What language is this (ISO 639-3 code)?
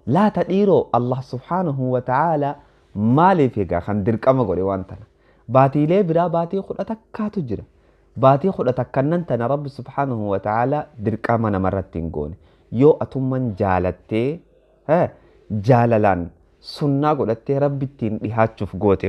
orm